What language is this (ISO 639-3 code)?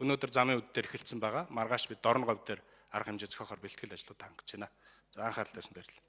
mon